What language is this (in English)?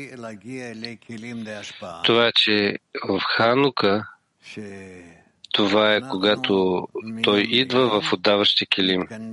Bulgarian